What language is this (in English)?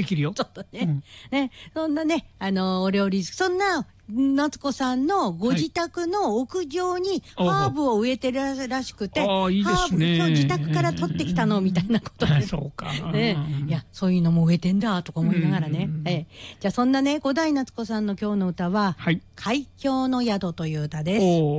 Japanese